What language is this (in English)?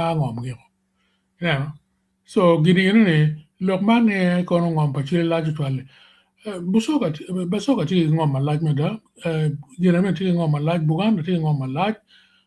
Acoli